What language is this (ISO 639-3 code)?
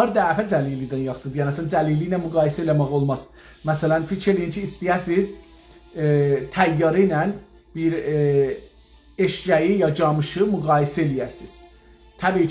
azb